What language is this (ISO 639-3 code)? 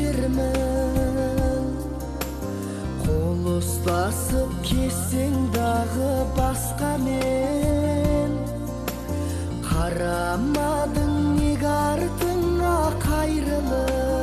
kaz